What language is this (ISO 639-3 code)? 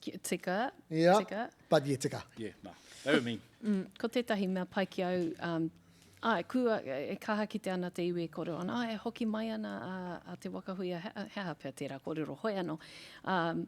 mri